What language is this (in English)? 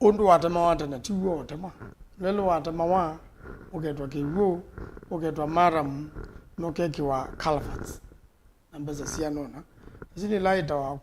Kamba